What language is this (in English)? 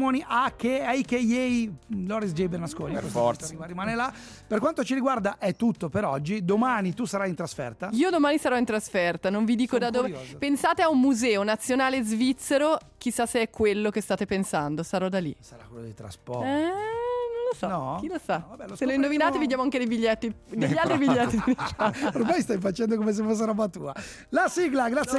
Italian